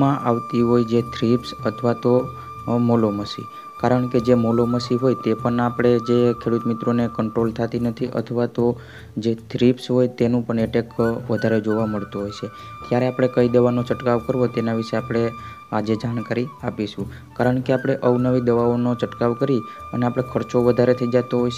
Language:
Gujarati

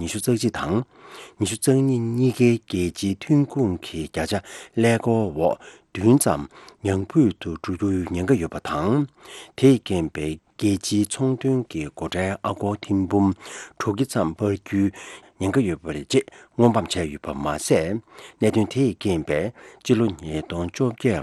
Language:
Tibetan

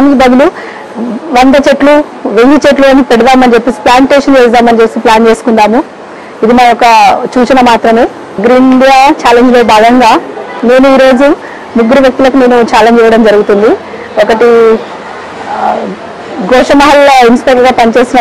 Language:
Telugu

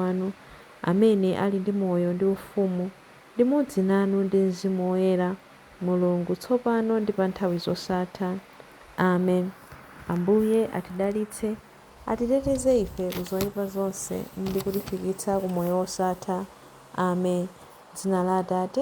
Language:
Nyanja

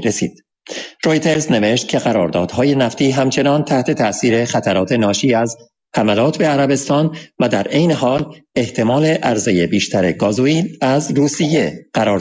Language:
Persian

